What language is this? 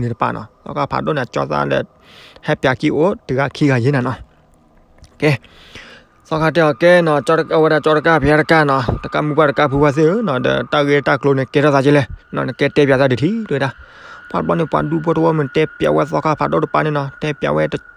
S'gaw Karen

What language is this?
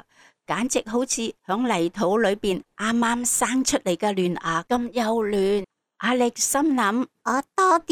Cantonese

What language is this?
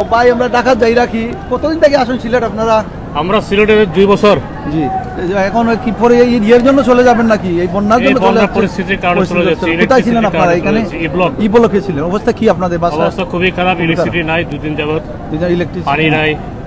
Sylheti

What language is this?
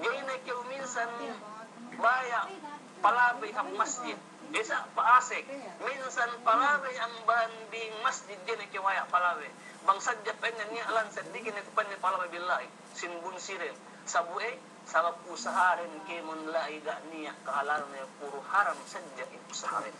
Yakan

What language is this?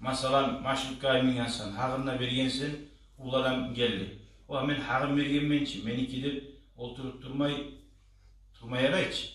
Kumyk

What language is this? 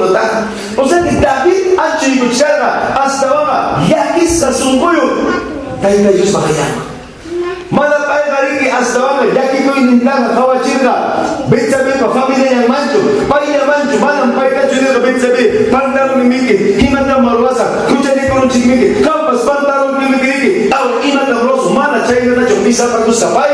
Ayacucho Quechua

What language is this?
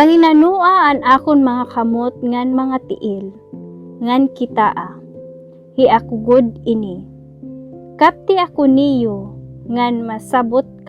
Waray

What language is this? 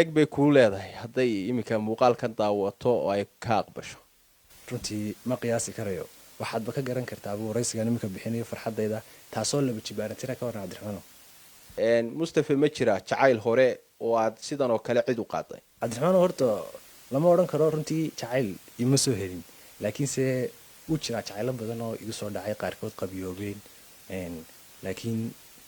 Somali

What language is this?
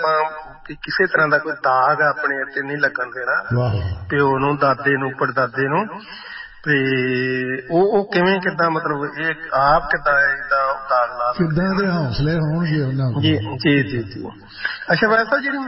Punjabi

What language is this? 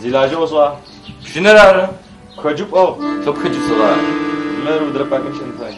Adyghe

